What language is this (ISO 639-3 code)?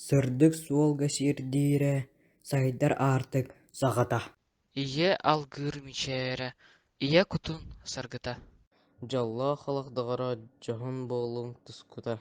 sah